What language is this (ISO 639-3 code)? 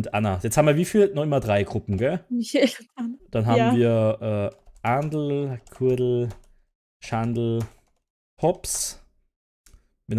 deu